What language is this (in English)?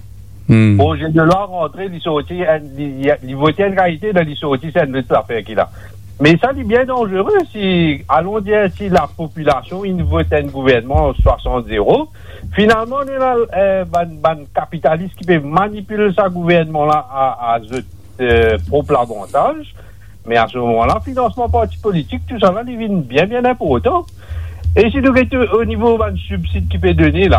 Morisyen